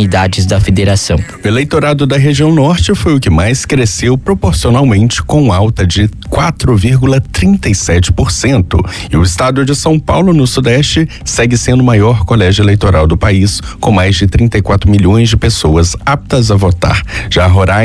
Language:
Portuguese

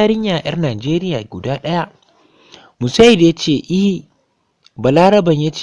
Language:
Hausa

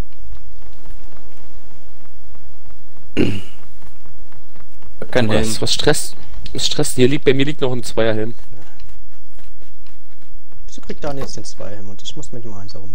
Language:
German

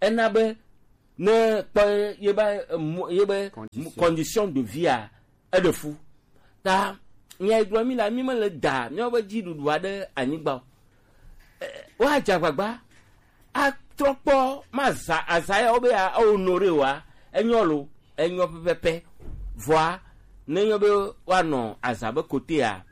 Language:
Gen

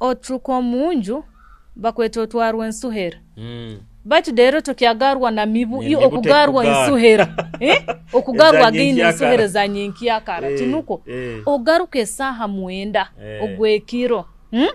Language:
Nyoro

